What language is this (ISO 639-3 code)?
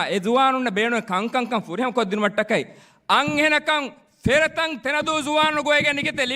div